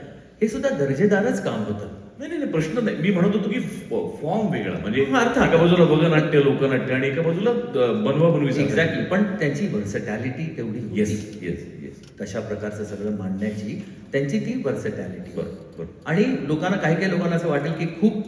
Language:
Marathi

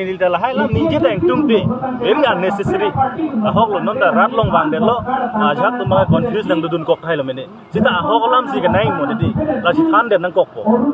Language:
Karbi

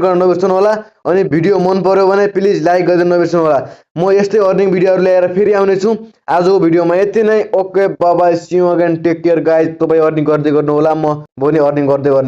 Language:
Nepali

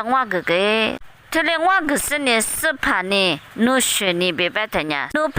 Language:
Lisu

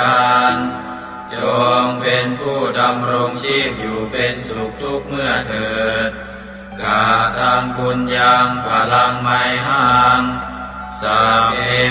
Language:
Pali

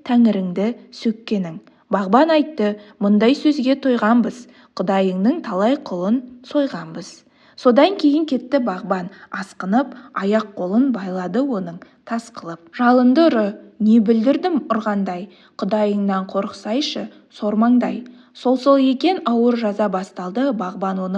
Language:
Kazakh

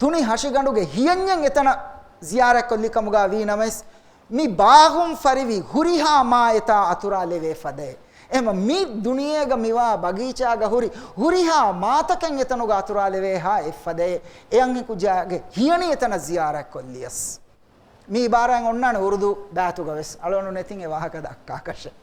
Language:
Divehi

